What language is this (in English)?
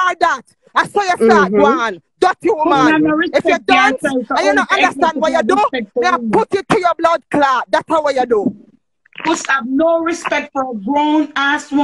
Jamaican Creole English